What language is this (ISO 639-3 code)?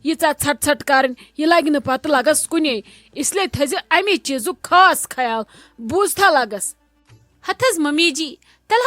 kas